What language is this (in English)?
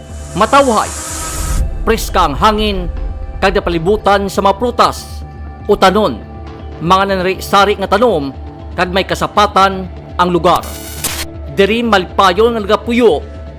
Hiligaynon